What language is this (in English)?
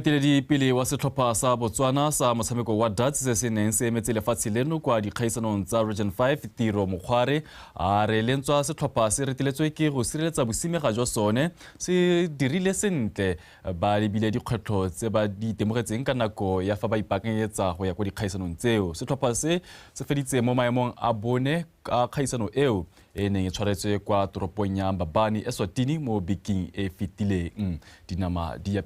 Tswana